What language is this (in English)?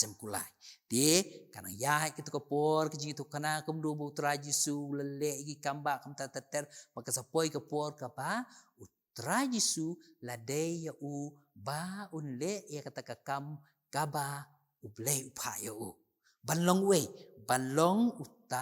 Khasi